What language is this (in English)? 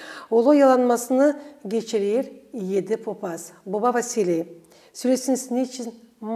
Gagauz